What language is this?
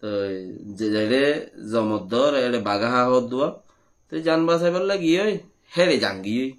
Rohingya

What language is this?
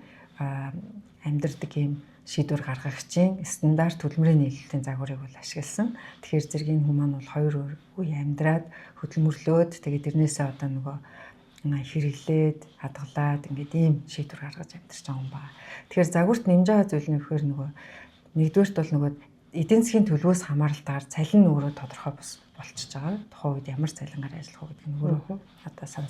Mongolian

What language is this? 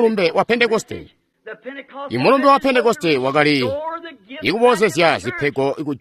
Tonga (Zambia)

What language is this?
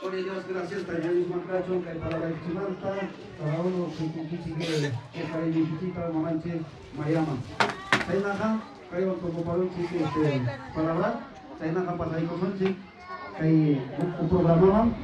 Ayacucho Quechua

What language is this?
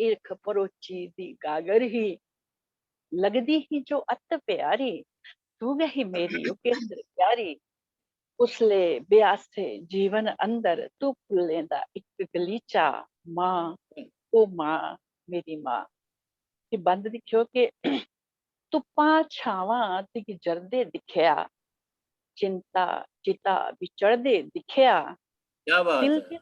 Dogri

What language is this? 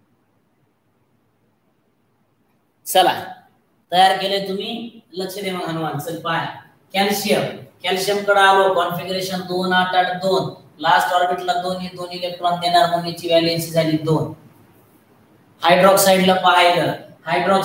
Marathi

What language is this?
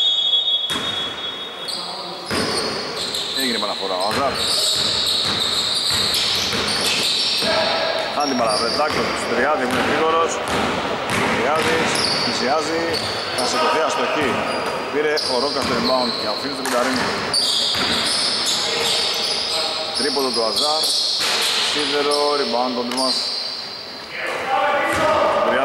Greek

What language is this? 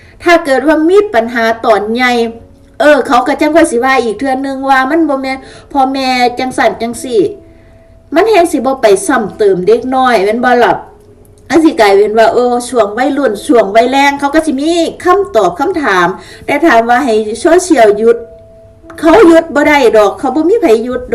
Lao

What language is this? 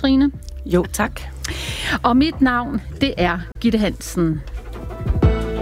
Danish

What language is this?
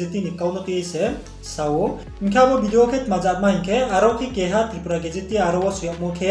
Riang (India)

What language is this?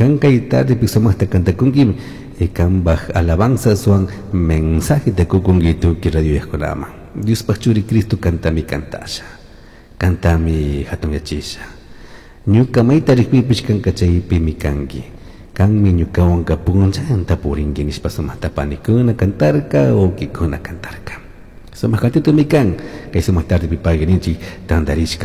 Chimborazo Highland Quichua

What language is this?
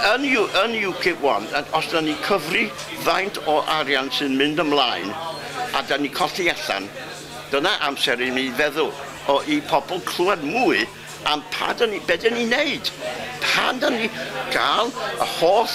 Welsh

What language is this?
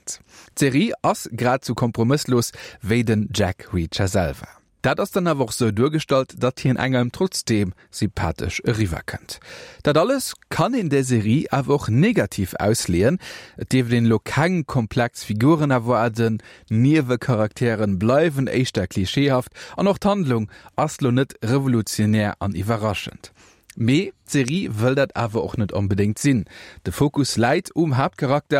Luxembourgish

